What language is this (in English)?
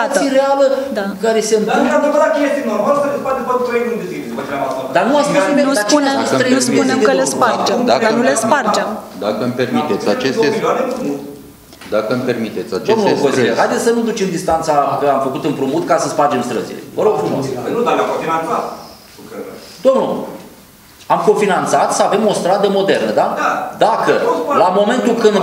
Romanian